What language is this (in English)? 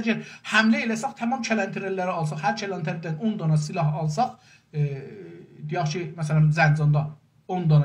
South Azerbaijani